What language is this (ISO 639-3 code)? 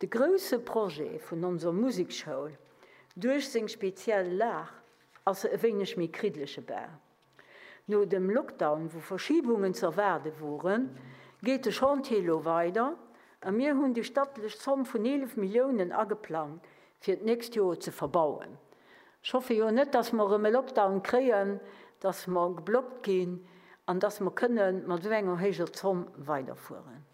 ltz